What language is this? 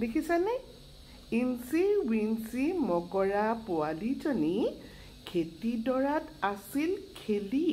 Assamese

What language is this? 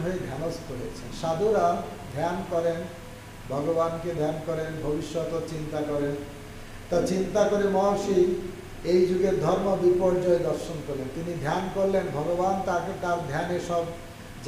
Bangla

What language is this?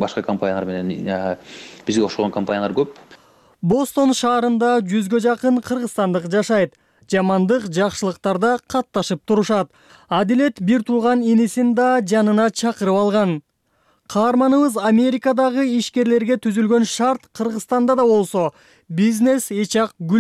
Kyrgyz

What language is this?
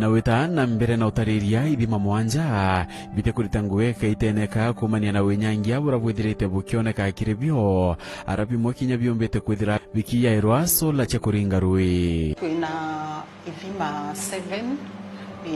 Meru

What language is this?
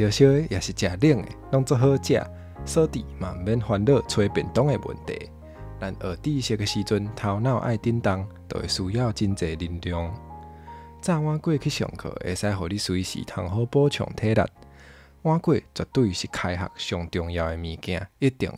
Min Nan Chinese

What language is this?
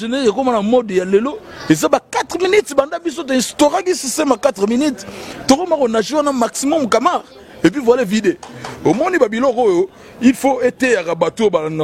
Lingala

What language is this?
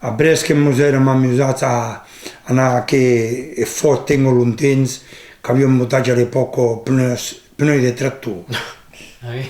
Occitan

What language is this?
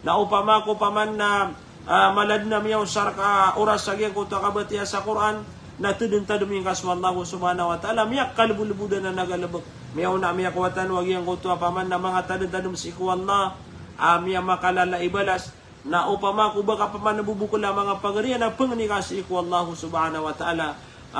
Maranao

